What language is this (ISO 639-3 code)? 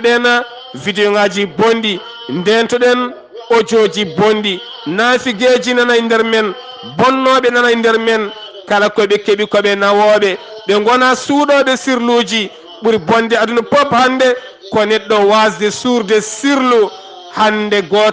ful